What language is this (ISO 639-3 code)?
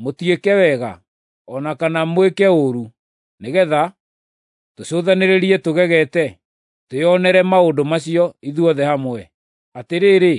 kik